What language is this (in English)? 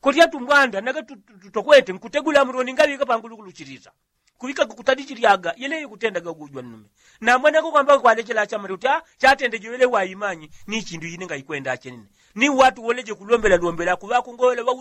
Yao